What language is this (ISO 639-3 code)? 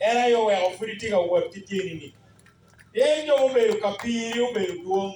ach